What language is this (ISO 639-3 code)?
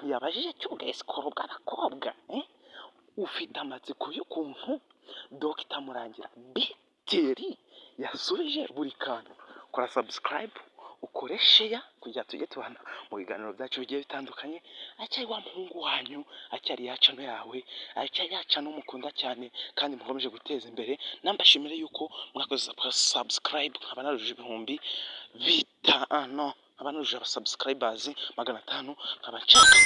kin